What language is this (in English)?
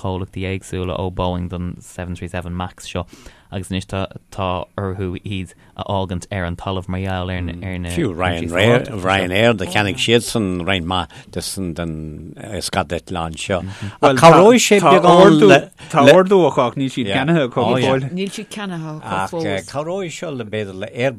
Irish